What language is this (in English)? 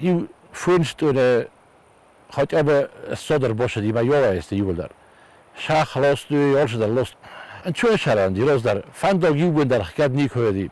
Ossetic